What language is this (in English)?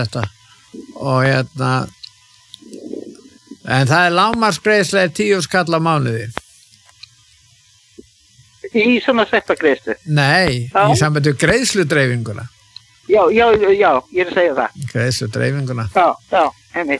Icelandic